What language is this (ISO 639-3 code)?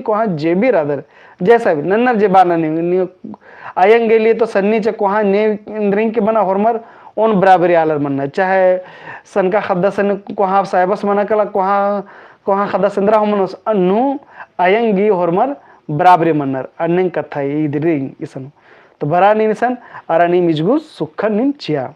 kru